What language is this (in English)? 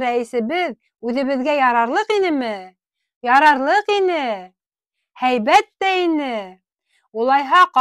Bashkir